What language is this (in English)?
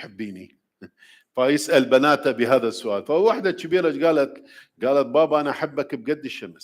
Mesopotamian Arabic